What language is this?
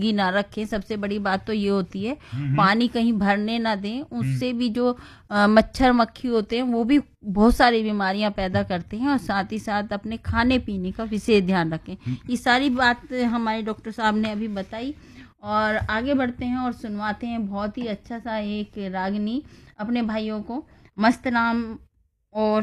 Hindi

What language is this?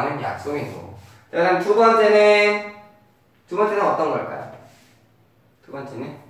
Korean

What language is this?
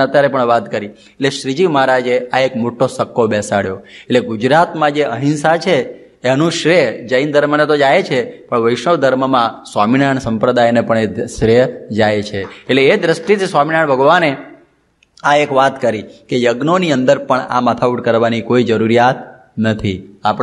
Gujarati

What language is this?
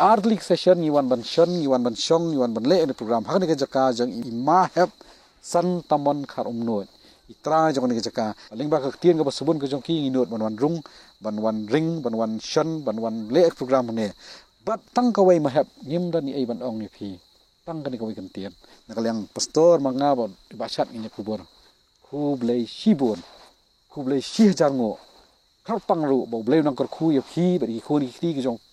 Khasi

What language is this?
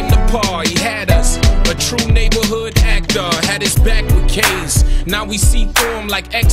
Greek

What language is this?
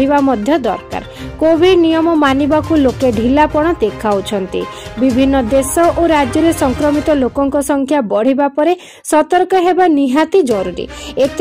Odia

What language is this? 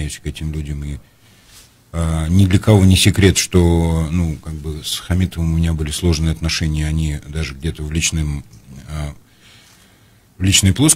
Russian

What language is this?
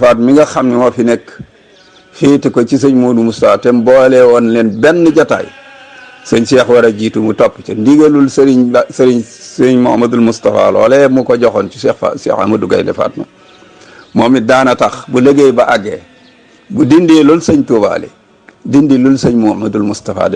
Wolof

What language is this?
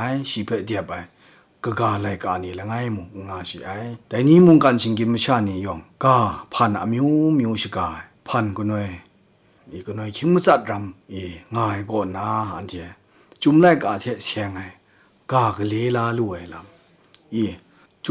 Kachin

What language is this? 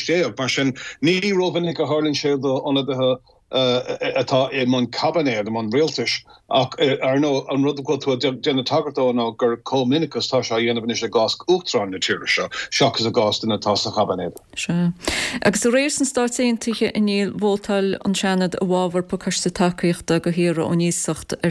Irish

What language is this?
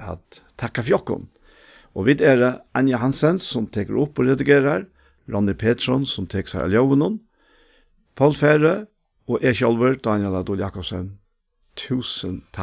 Faroese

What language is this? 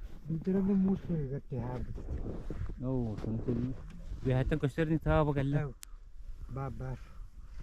Yakut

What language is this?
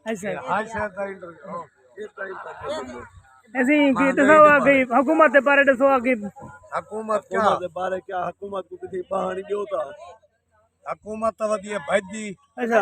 Saraiki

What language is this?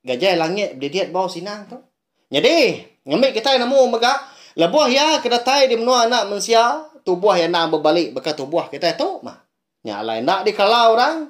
Iban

